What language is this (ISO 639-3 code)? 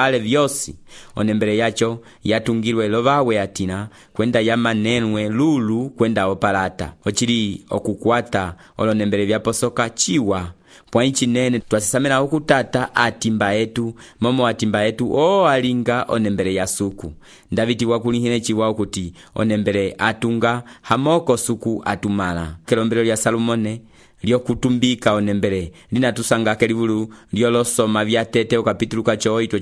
umb